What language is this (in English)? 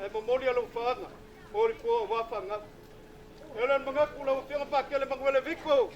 Samoan